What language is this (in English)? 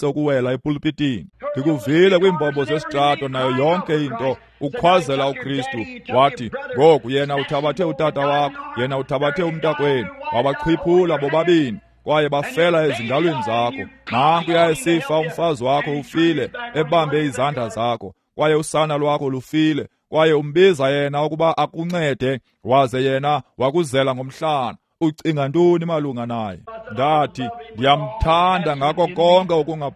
Xhosa